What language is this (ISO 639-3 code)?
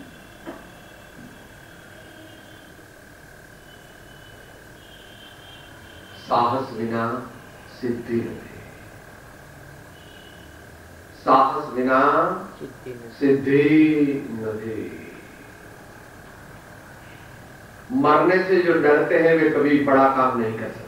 guj